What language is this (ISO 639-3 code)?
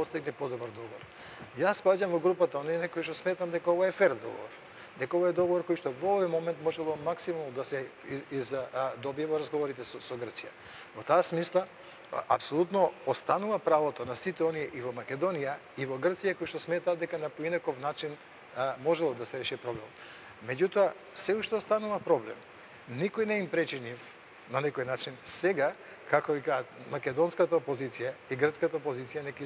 mkd